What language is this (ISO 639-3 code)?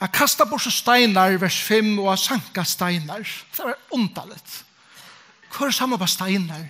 fao